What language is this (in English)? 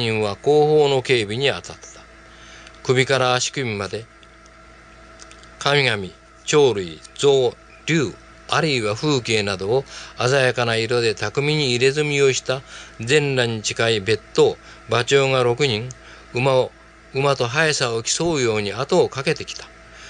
Japanese